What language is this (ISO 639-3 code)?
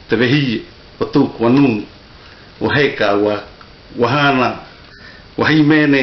mqm